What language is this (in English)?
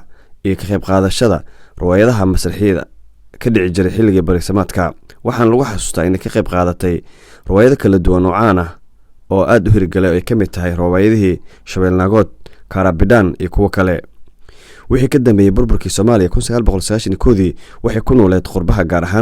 Somali